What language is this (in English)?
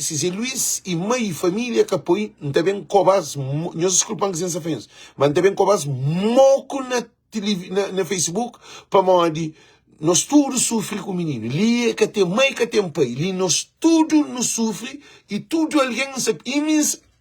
Kabuverdianu